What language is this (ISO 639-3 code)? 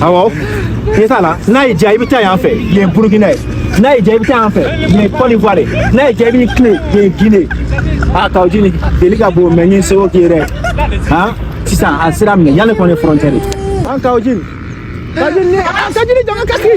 bam